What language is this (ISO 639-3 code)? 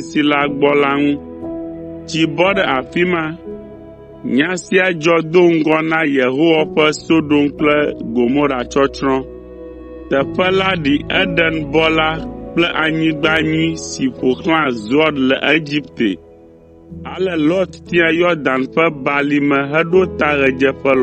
ewe